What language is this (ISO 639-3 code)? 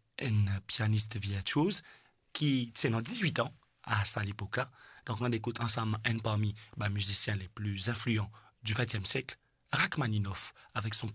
mfe